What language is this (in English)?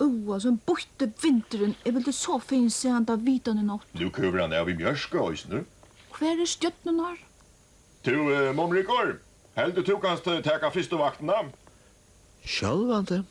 Faroese